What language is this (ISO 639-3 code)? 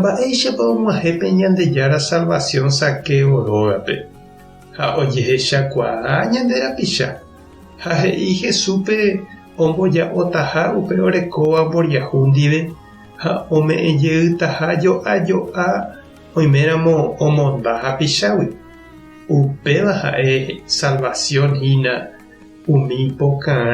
grn